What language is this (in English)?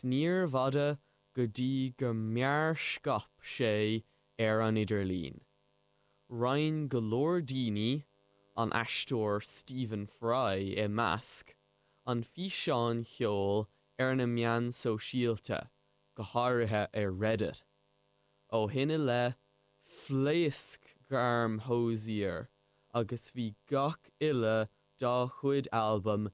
Irish